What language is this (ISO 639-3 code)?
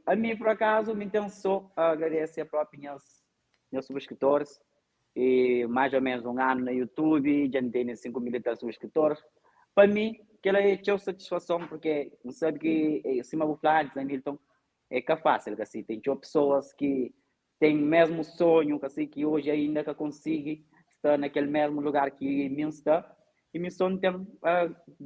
kea